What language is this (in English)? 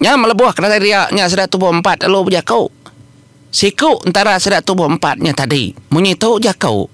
Iban